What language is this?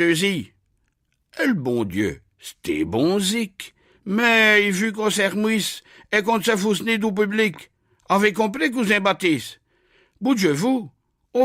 Picard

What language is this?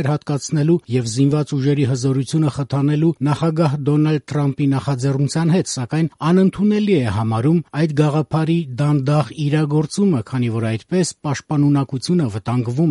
Armenian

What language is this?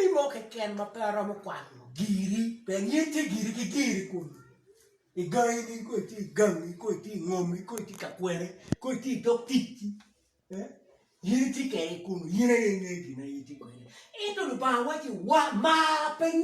Acoli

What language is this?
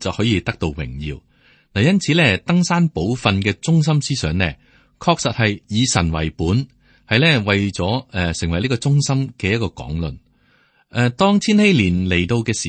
Cantonese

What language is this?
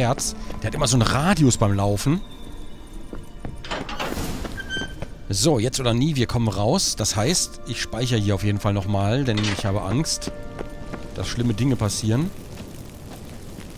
German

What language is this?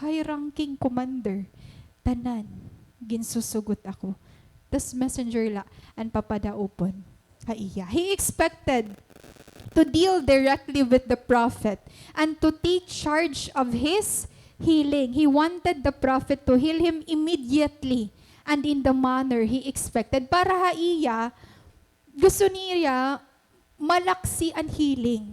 Waray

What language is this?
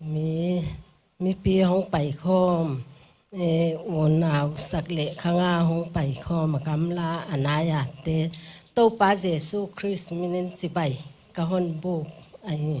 Paite Chin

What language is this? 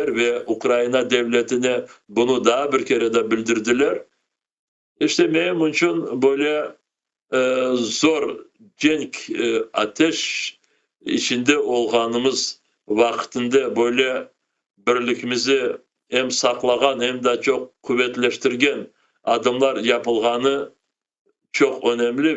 Crimean Tatar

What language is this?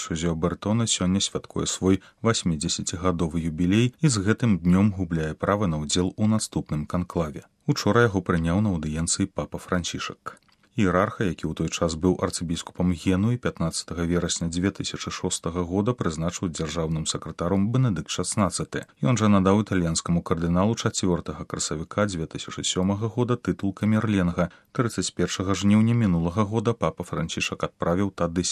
Belarusian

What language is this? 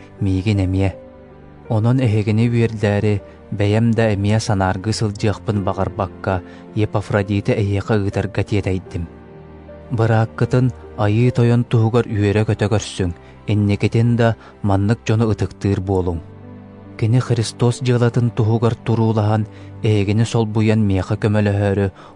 Yakut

